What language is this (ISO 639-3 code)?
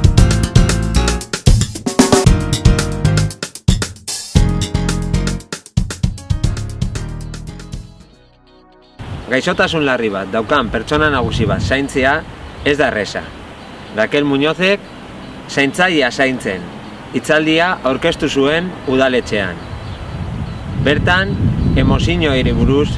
eus